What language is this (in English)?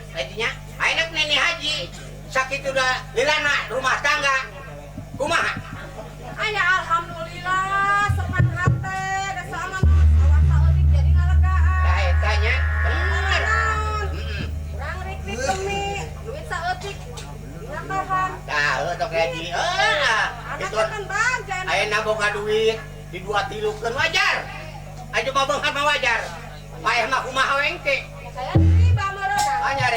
Sundanese